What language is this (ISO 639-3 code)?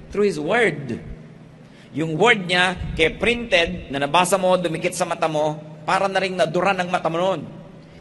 fil